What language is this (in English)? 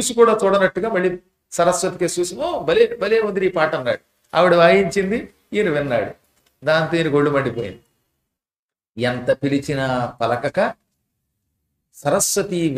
Telugu